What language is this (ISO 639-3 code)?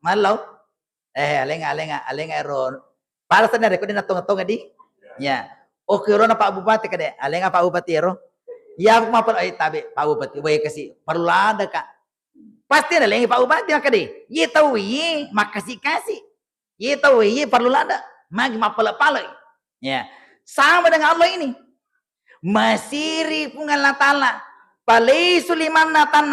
bug